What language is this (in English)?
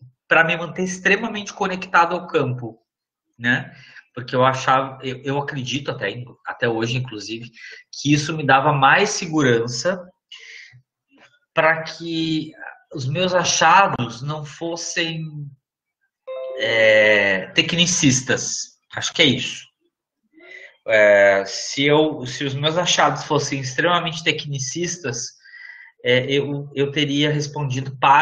Portuguese